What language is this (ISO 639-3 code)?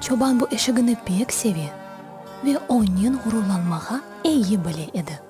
crh